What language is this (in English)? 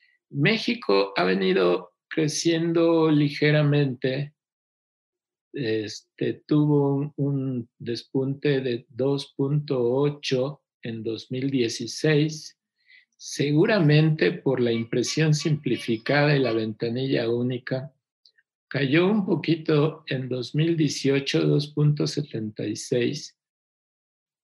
Spanish